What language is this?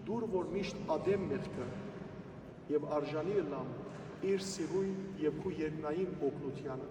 Western Armenian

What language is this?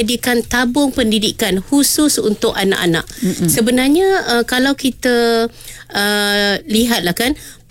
Malay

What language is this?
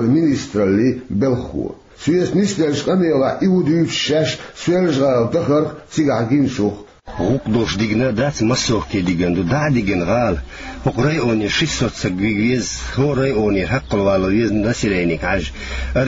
Chechen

